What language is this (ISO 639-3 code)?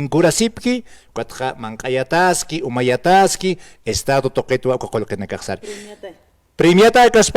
aym